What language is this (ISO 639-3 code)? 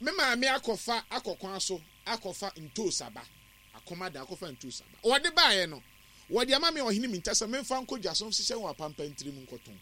aka